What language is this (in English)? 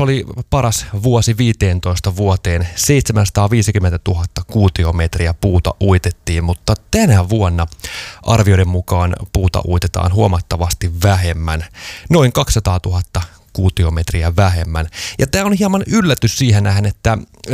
Finnish